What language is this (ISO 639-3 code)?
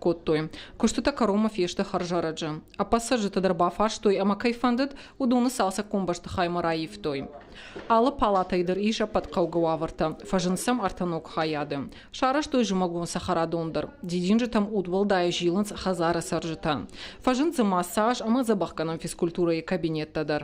oss